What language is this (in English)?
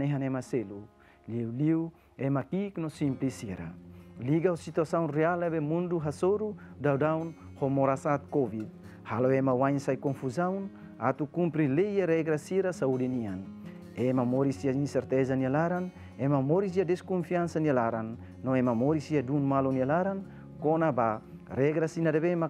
Tetum